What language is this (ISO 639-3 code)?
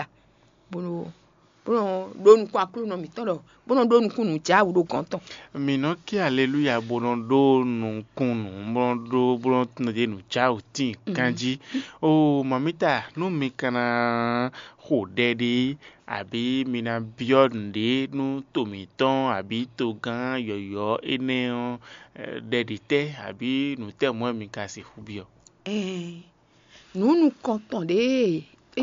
fon